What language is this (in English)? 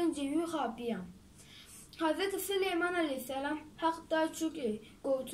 Kurdish